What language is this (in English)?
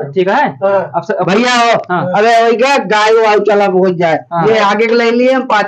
Awadhi